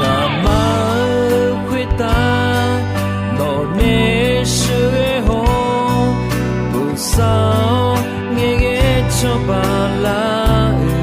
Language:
Akha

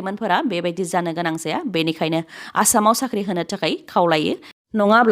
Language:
Bodo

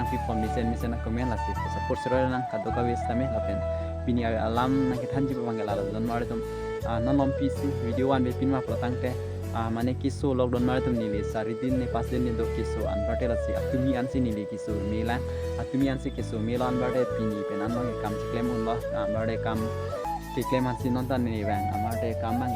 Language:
Karbi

